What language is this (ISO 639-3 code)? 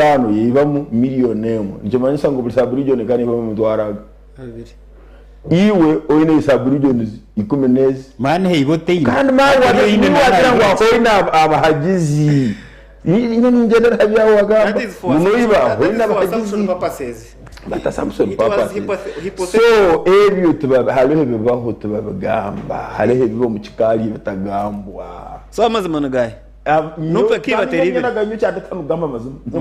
nyn